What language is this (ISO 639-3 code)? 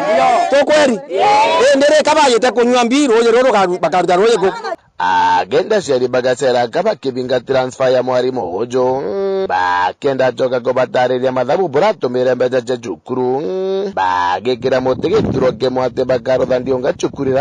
mer